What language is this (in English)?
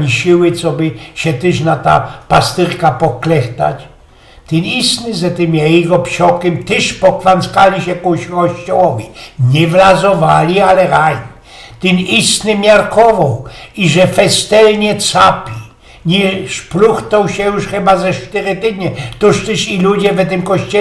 Silesian